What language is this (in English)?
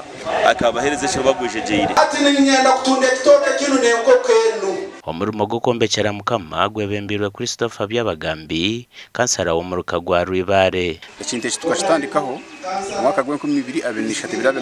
Nyankole